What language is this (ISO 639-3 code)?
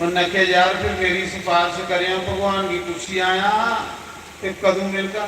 doi